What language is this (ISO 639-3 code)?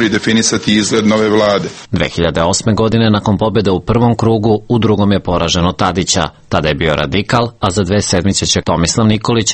srp